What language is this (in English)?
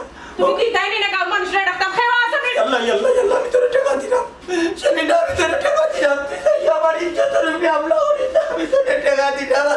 Sylheti